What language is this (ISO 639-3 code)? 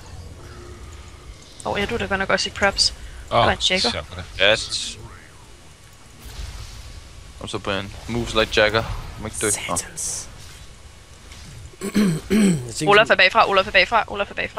dan